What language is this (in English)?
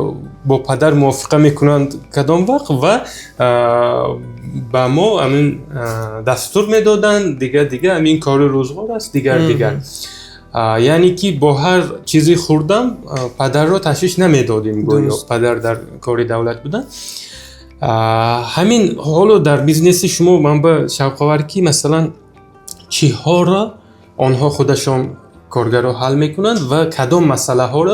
Tajik